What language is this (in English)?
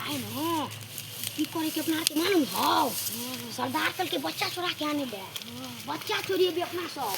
Maithili